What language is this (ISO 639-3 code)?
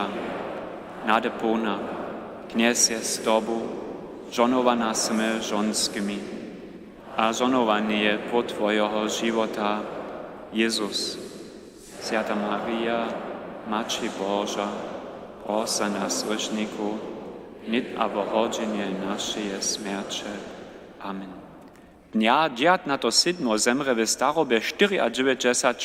hsb